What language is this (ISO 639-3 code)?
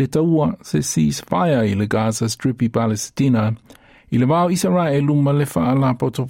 smo